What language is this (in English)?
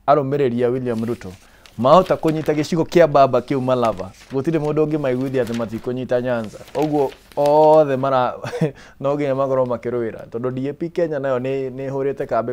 Kikuyu